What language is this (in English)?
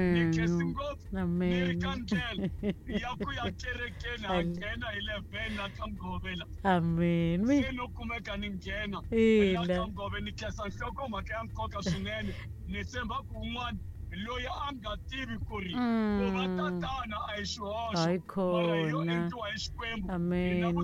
Tsonga